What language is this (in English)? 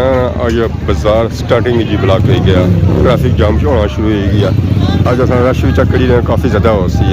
Pahari-Potwari